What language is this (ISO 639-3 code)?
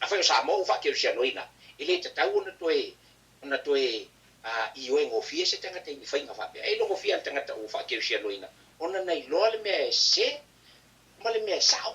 smo